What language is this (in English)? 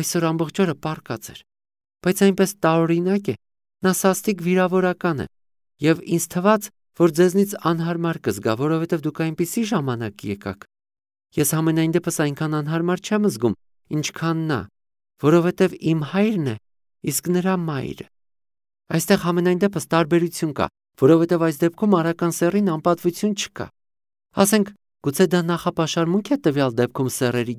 Armenian